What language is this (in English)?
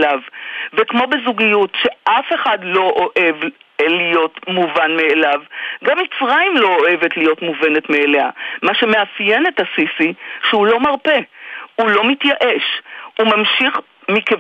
Hebrew